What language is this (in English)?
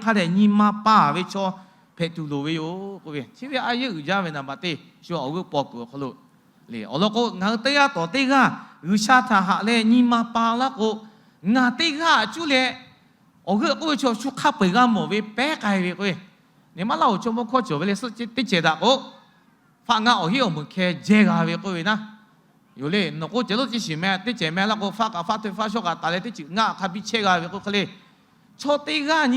Lahu